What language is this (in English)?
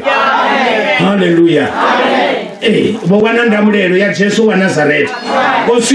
Venda